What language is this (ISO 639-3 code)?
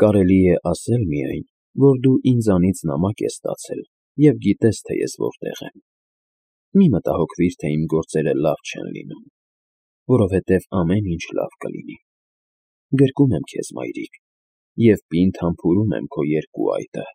hye